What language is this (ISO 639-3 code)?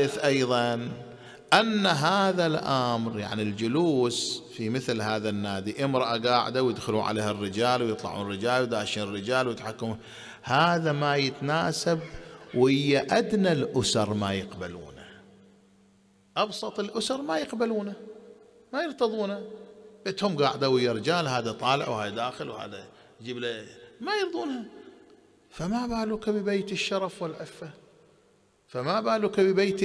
ara